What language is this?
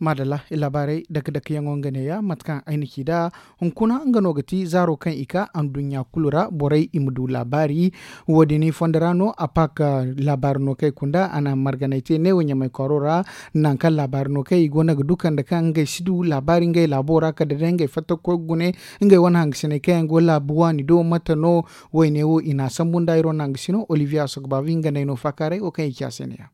Zarma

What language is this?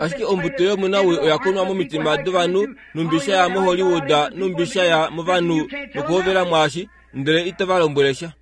Kuanyama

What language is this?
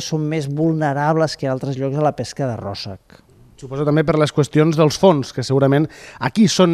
Catalan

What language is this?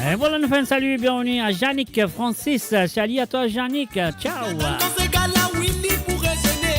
Morisyen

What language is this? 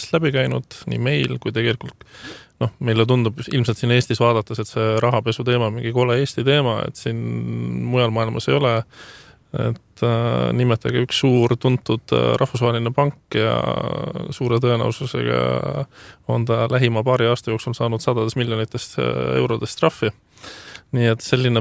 Estonian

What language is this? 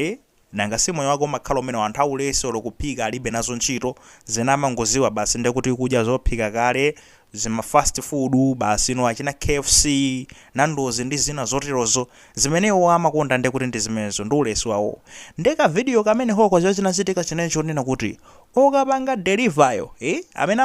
Nyanja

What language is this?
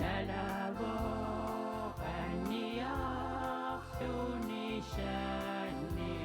Kalaallisut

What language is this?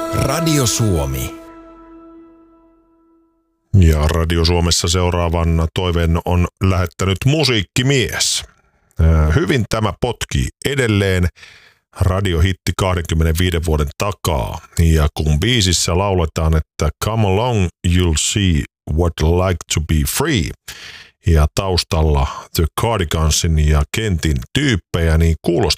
Finnish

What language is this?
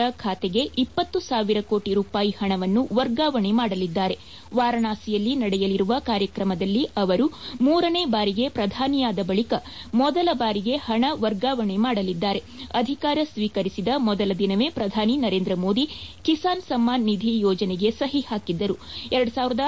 Kannada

